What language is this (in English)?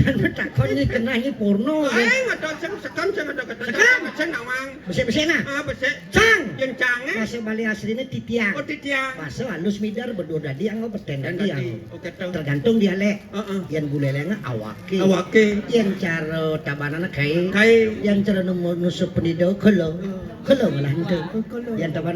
Balinese